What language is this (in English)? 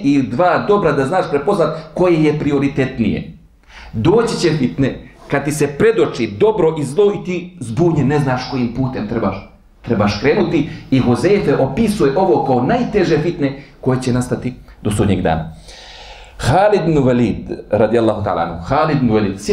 Bosnian